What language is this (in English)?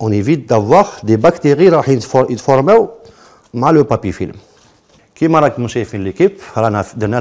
Algerian Arabic